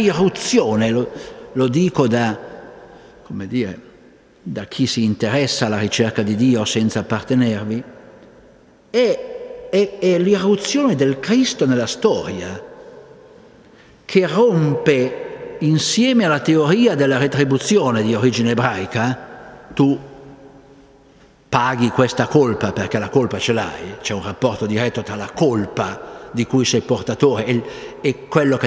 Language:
Italian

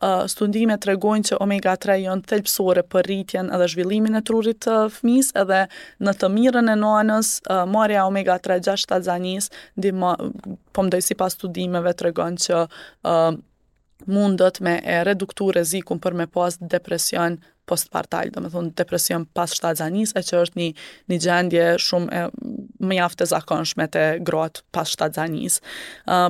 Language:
Albanian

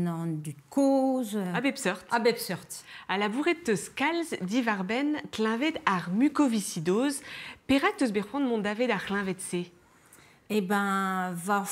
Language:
Breton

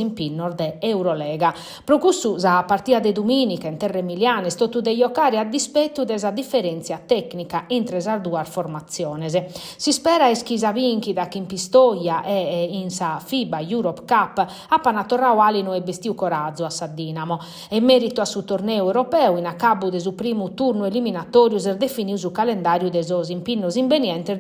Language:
Sardinian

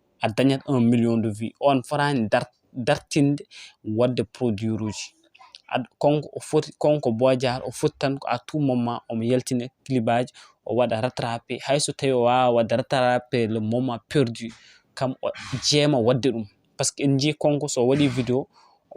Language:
Fula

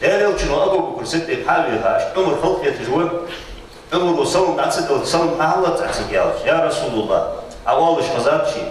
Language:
Ingush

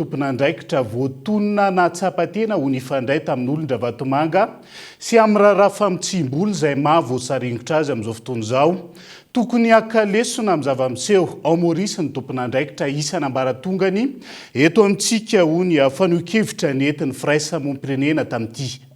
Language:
Malagasy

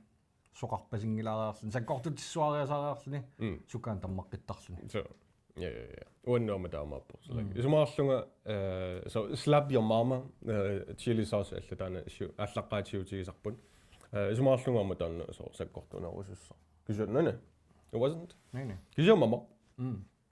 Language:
Kalaallisut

